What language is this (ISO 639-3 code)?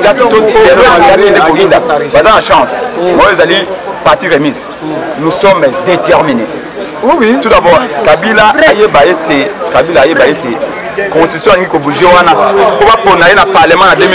lin